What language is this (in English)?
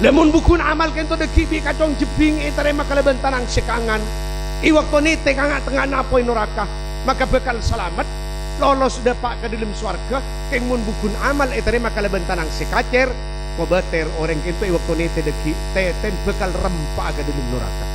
Madurese